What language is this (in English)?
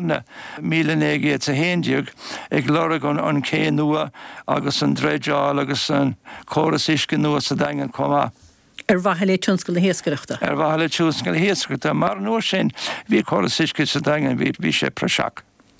Irish